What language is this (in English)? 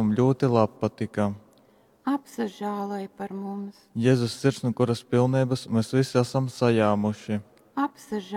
Latgalian